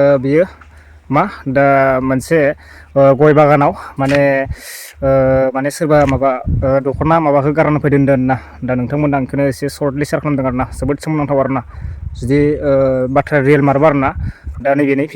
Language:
Bodo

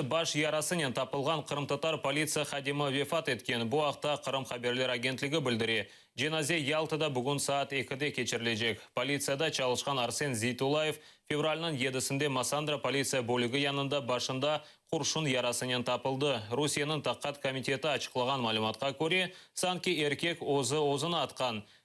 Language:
Crimean Tatar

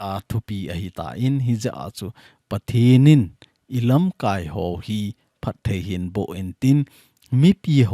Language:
Thado Chin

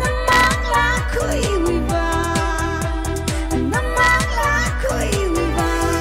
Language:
Tangkhul Naga (India)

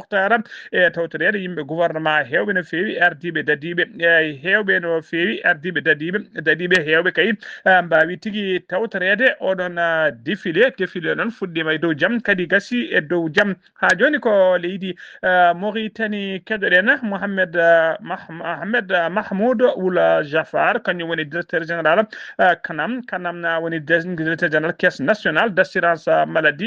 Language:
Fula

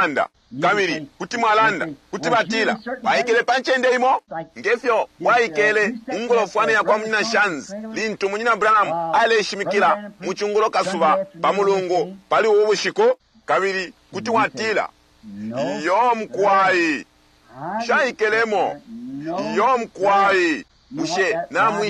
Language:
Bemba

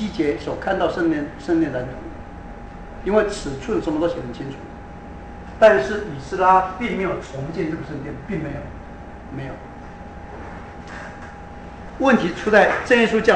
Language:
Chinese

